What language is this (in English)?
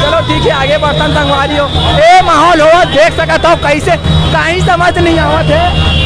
Chhattisgarhi